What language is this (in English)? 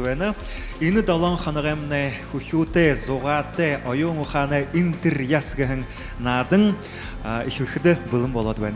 Buriat